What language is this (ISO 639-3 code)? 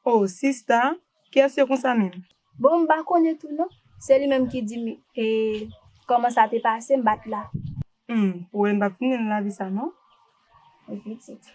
hat